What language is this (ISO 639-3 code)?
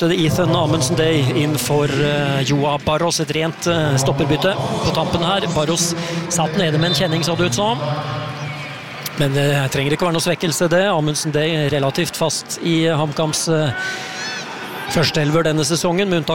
nor